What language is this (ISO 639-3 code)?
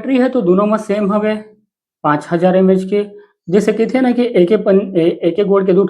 hne